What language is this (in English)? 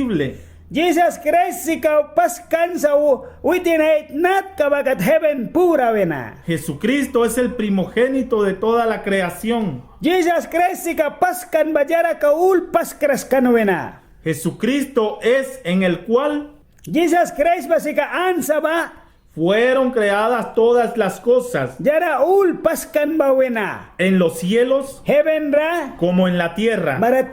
Mískito